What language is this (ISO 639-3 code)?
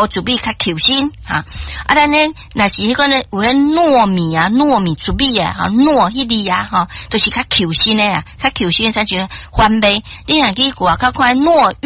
nan